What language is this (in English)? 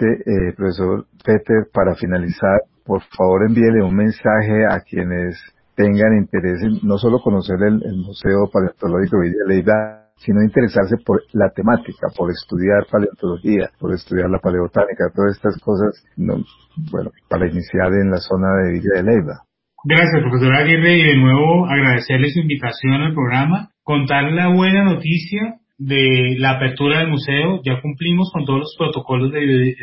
Spanish